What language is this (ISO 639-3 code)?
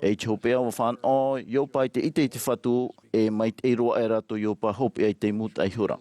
tah